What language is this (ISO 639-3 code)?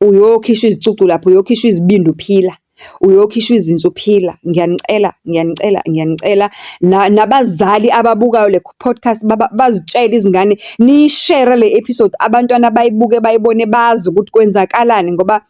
zul